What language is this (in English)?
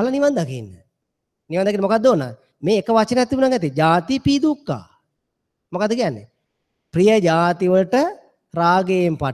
Sinhala